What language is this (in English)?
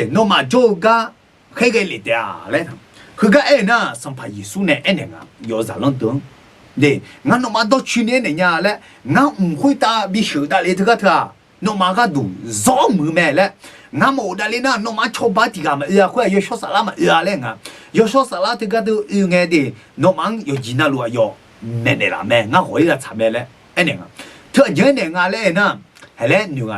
Akha